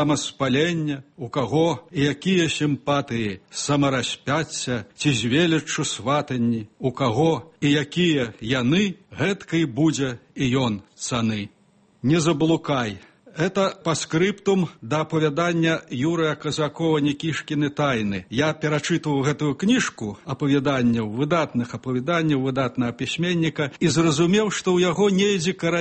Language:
Belarusian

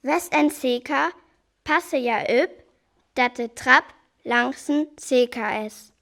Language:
Northern Frisian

